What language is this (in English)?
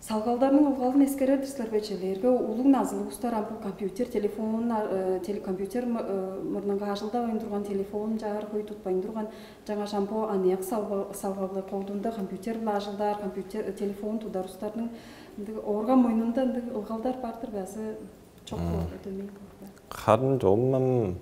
Tuvinian